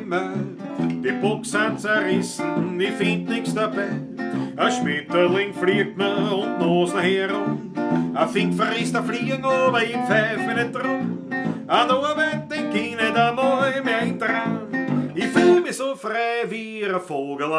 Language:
Bavarian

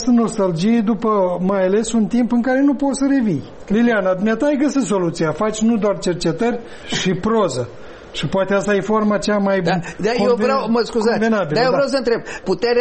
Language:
Romanian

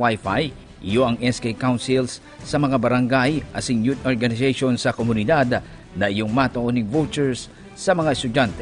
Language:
Bikol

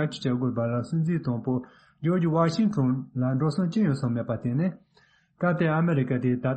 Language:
Tibetan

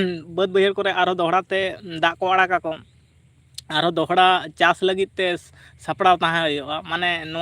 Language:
Santali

